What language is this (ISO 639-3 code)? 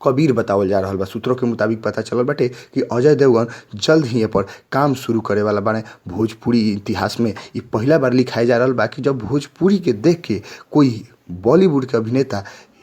bho